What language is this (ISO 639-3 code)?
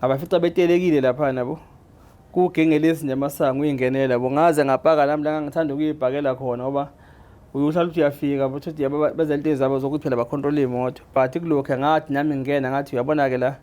zul